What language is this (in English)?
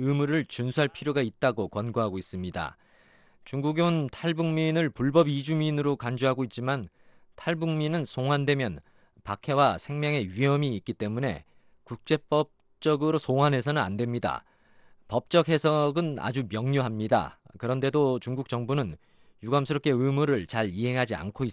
Korean